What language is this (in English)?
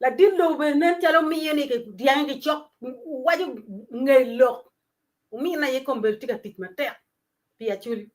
Acoli